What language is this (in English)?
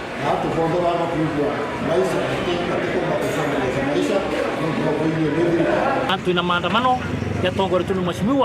Meru